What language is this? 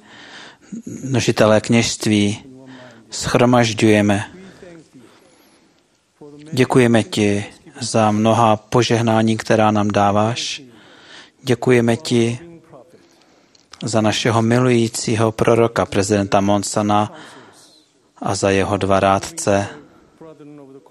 Czech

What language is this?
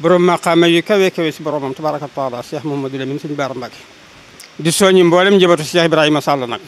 Wolof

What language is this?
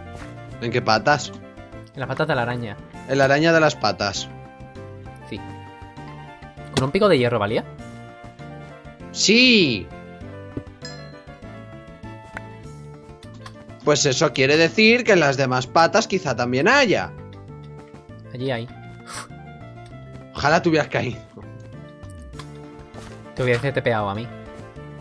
Spanish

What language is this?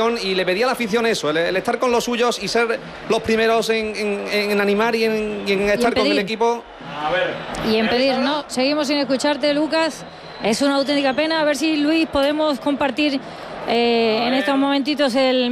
Spanish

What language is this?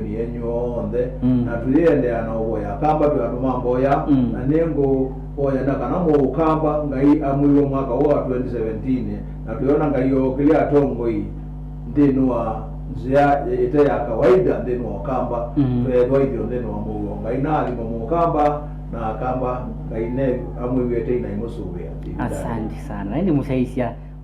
Kamba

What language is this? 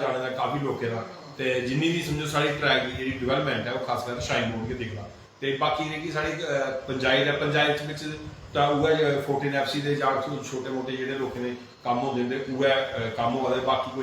Dogri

